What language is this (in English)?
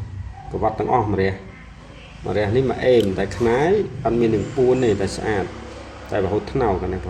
Khmer